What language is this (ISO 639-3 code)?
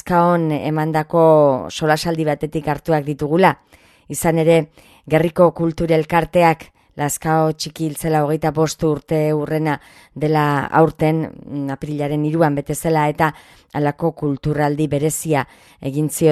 eus